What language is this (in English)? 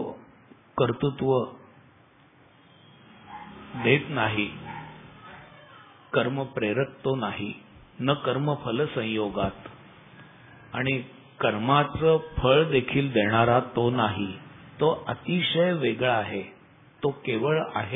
Marathi